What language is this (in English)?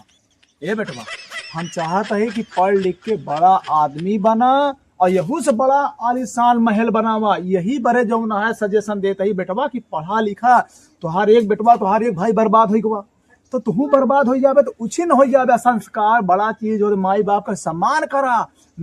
Awadhi